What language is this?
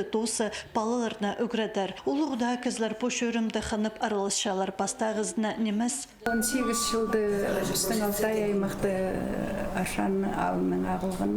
Khakas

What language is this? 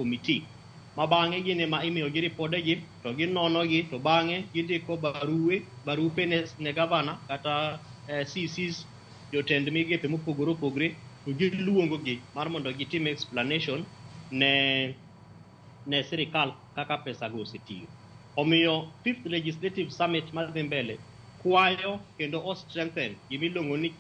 Luo (Kenya and Tanzania)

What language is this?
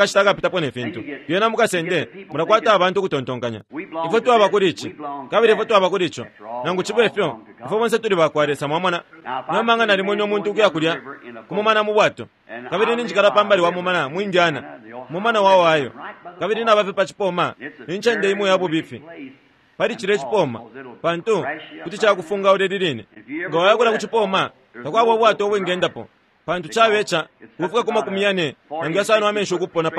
Bemba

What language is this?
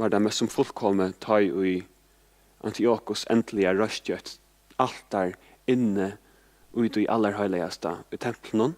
Faroese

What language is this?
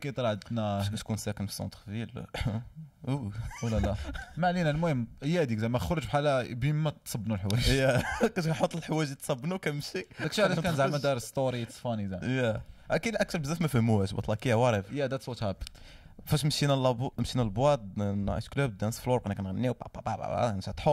Moroccan Arabic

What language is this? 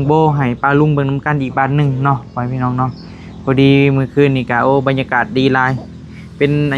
Northeastern Thai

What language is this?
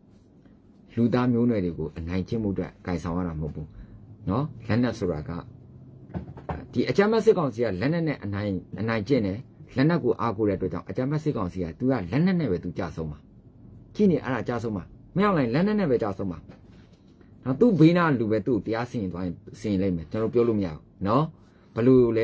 Burmese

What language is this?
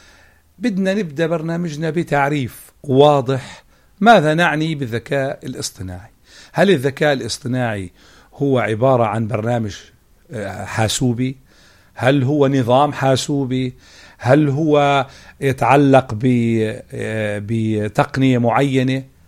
North Levantine Arabic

